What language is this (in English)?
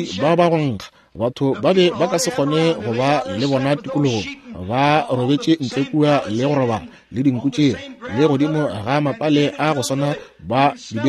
Northern Sotho